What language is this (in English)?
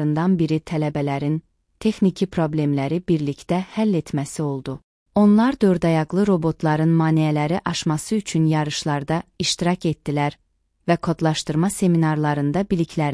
Azerbaijani